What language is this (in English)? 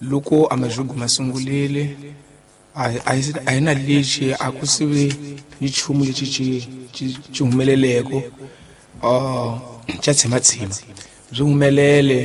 Tsonga